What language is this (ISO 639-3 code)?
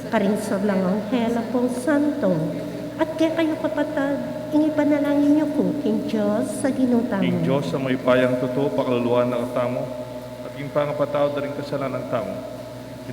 pam